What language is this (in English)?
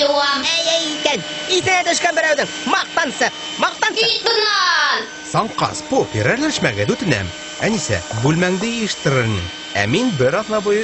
Bashkir